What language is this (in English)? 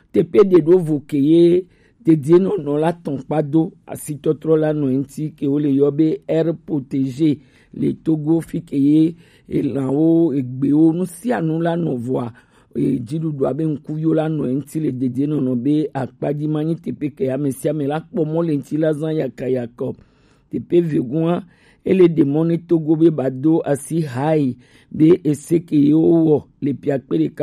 Gen